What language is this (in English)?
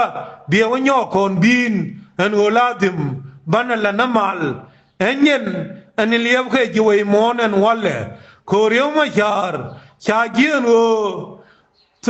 Nuer